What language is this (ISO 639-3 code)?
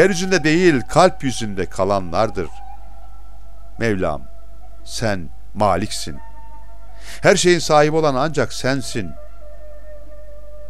tur